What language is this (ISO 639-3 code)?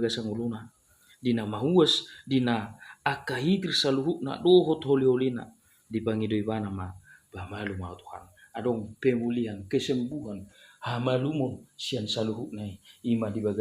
bbc